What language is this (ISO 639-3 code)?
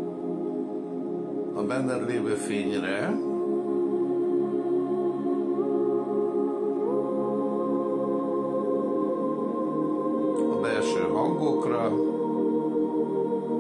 hun